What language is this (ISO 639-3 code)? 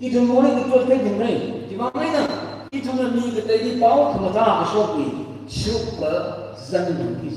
nmf